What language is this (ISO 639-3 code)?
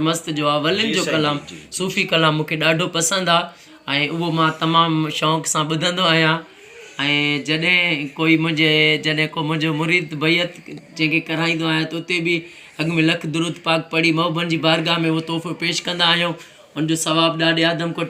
snd